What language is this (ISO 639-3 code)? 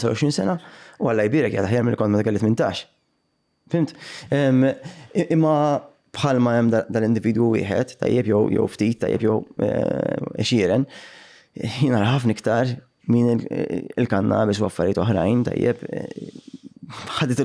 mlt